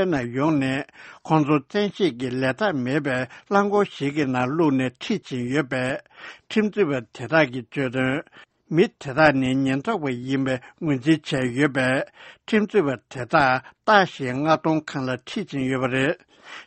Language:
Tibetan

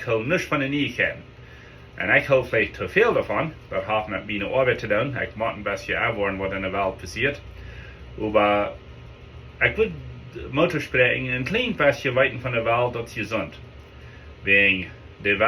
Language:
Plautdietsch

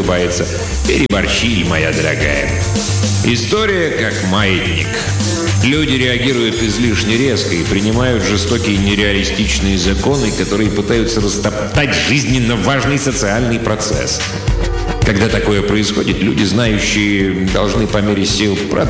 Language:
Russian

